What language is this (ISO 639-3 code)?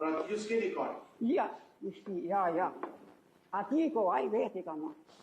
sqi